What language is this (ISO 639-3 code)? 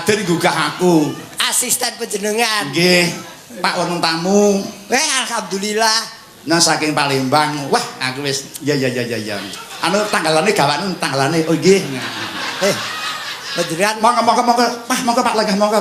jav